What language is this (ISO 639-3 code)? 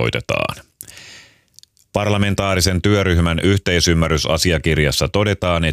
fin